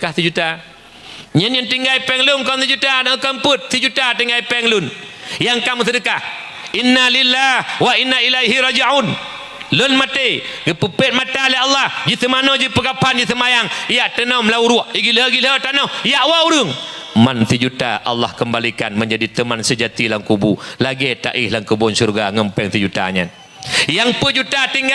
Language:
Achinese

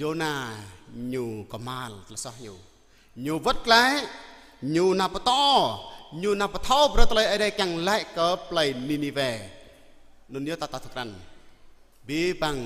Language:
Jarai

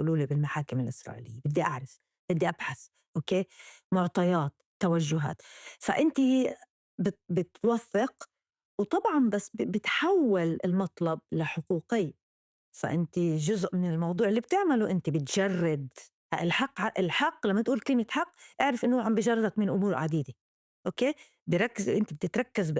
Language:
North Levantine Arabic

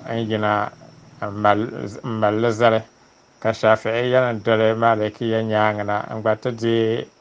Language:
Dagbani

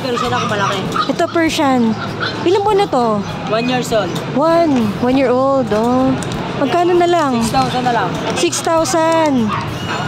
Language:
Filipino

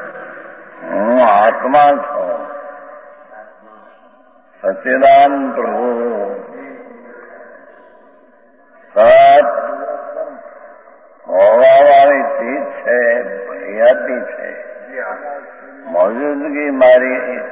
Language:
Gujarati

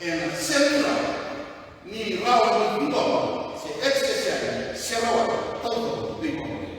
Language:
Fijian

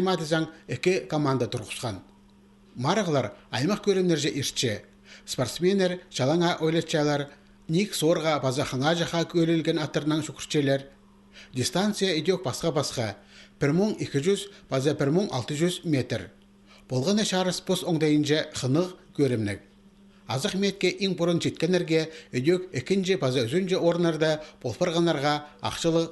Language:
Khakas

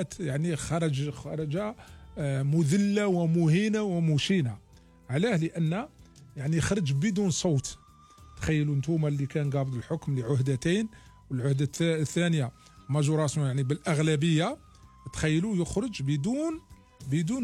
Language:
Algerian Arabic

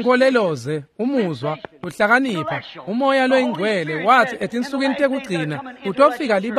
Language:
Swati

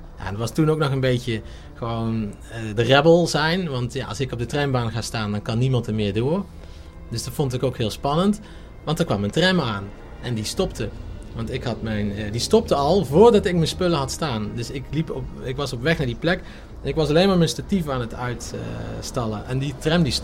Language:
Dutch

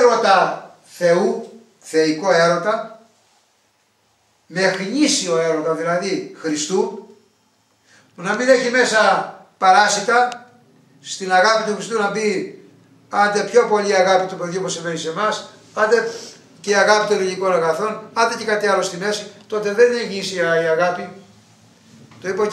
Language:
Greek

